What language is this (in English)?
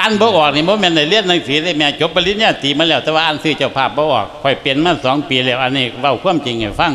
Lao